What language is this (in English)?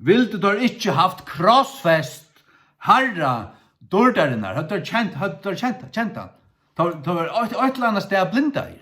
Faroese